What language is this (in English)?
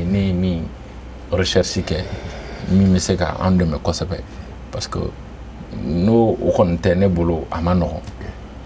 Bambara